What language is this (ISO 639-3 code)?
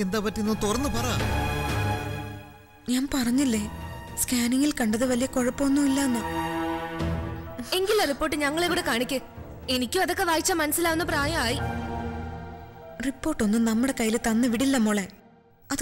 mal